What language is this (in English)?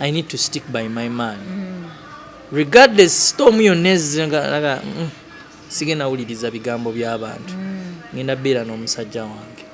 Ganda